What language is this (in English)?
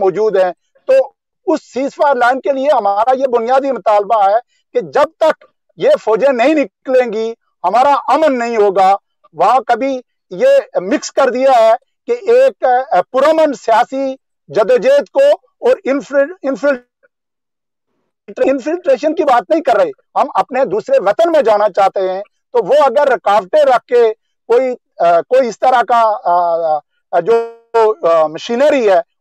Urdu